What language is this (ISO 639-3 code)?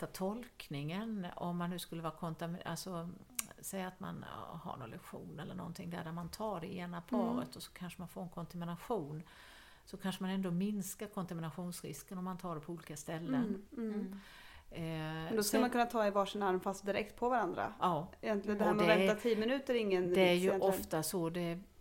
swe